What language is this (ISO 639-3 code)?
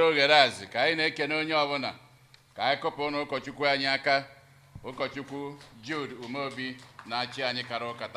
ibo